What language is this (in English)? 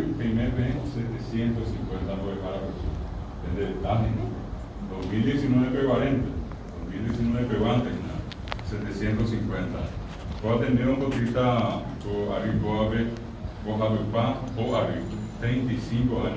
Guarani